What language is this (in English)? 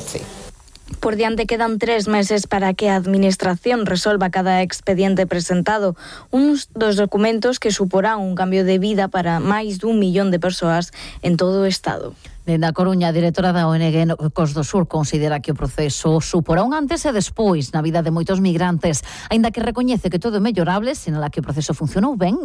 Galician